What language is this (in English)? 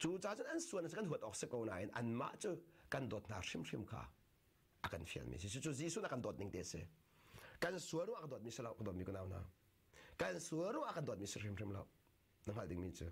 Hakha Chin